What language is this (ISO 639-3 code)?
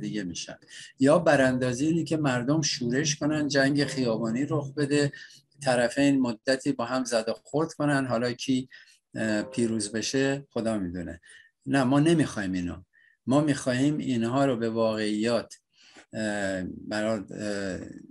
fas